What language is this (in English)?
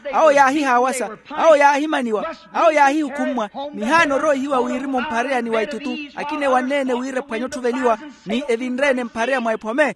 Makhuwa